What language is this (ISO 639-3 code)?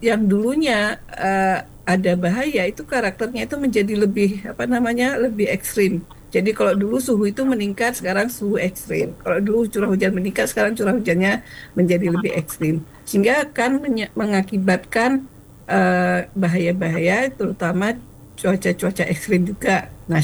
ind